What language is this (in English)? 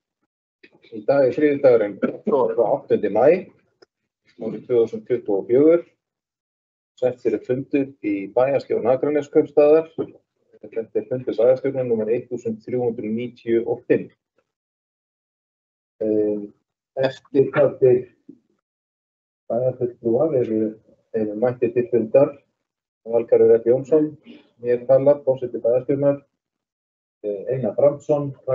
Icelandic